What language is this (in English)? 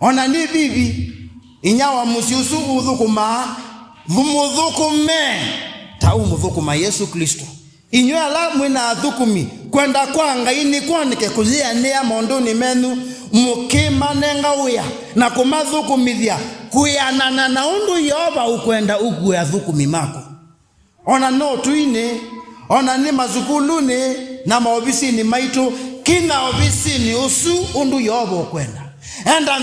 Kamba